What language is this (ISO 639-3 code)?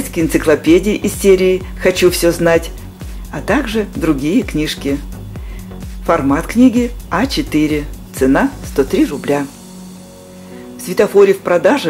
rus